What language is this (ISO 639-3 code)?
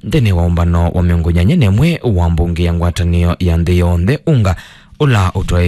kam